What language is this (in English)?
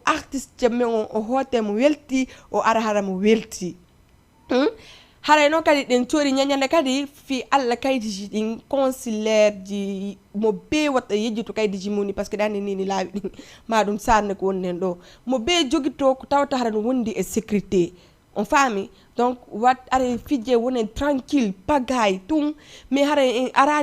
Fula